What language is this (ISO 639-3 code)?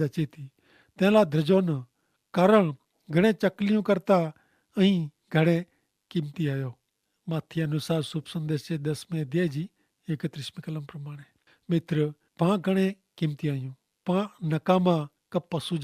kfr